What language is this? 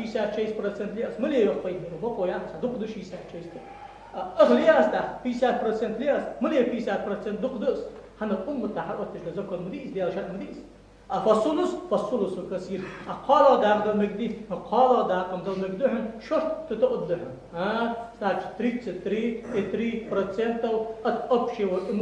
Ingush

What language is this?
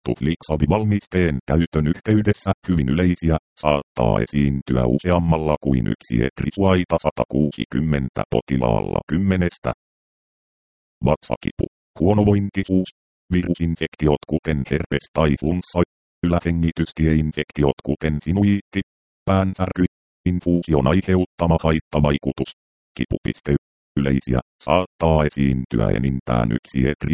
Finnish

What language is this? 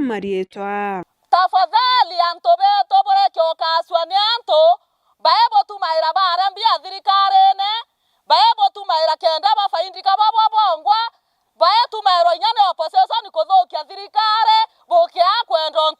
Meru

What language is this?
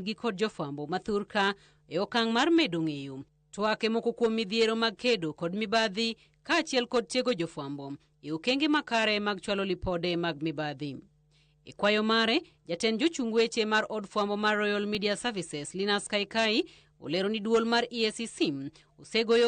Luo (Kenya and Tanzania)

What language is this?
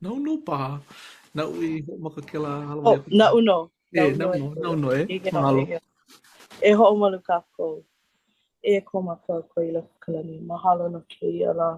Hawaiian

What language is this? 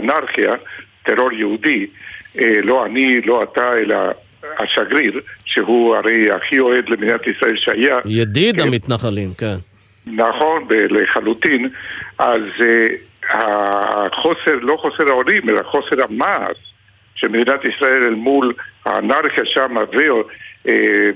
Hebrew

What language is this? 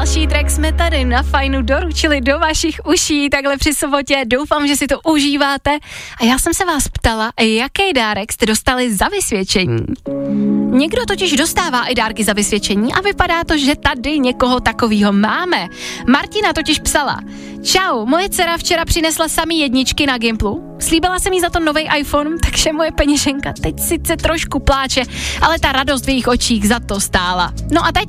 Czech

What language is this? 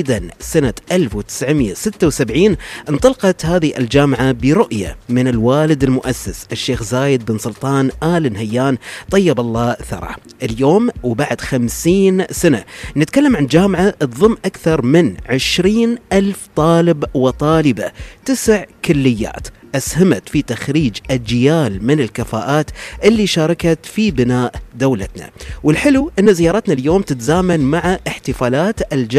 Gulf Arabic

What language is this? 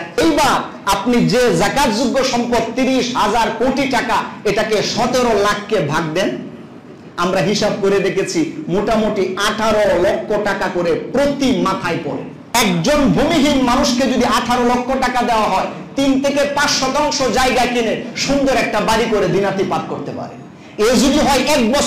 Bangla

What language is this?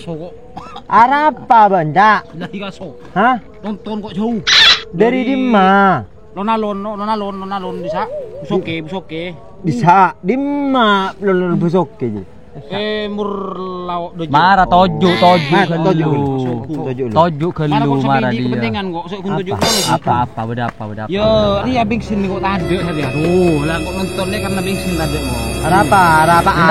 Madurese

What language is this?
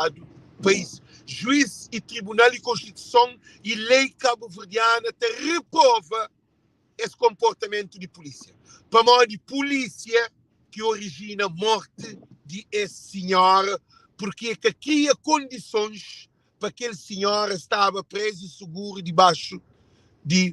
Kabuverdianu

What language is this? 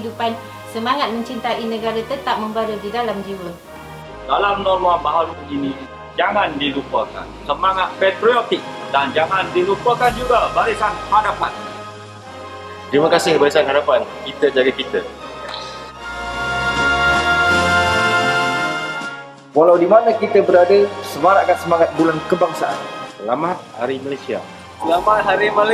Malay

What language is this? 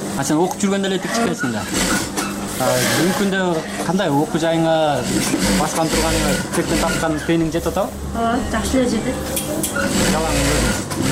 Kyrgyz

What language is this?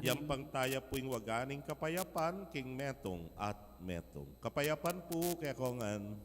Pampanga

